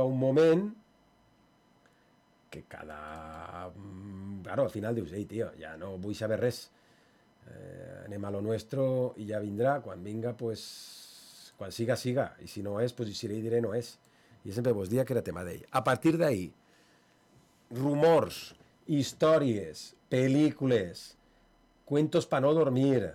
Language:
Catalan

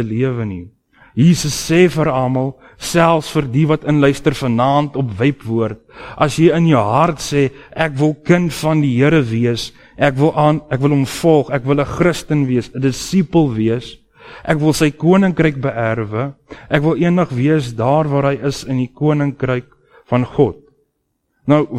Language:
Afrikaans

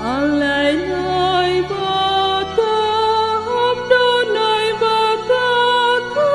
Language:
Batak Simalungun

